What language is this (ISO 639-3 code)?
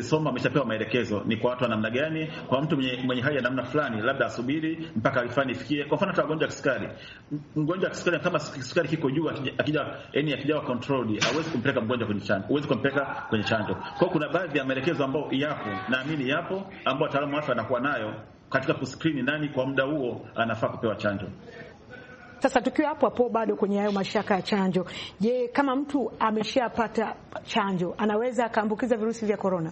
swa